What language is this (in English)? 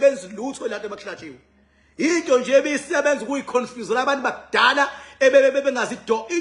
Zulu